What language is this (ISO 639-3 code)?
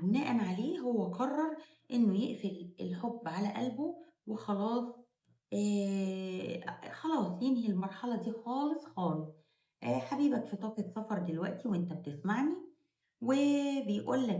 arz